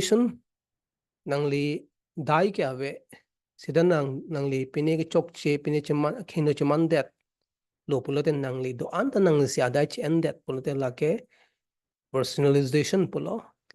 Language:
Karbi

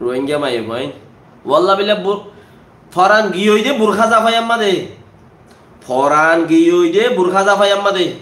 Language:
Rohingya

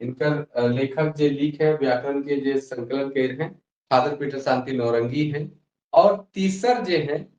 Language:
Sadri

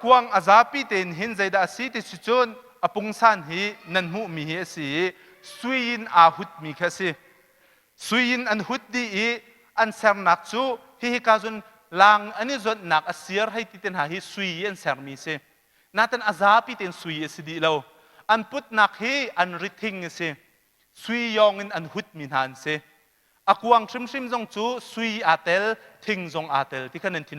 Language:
Hakha Chin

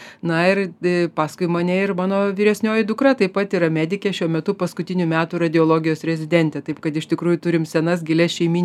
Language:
Lithuanian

